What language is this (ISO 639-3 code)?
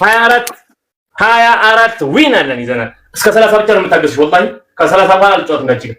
amh